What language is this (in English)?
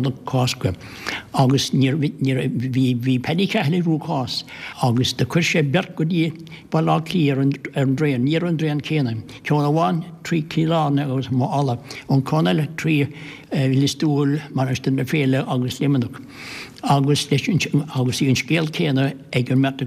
Irish